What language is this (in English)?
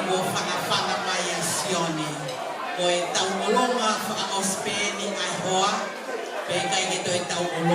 Tongan